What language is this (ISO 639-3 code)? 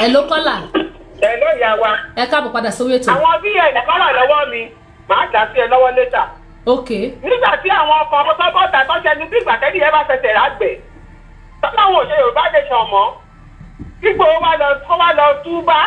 yor